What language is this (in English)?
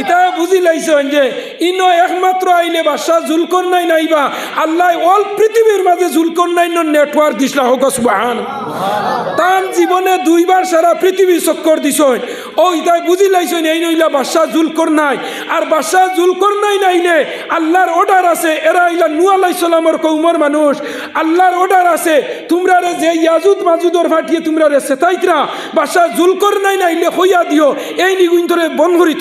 Sylheti